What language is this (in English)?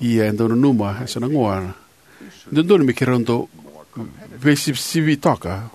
Fijian